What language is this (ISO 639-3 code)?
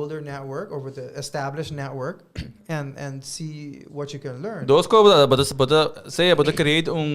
pap